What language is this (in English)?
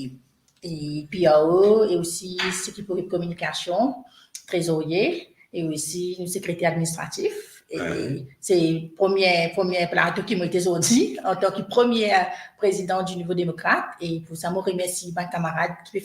Morisyen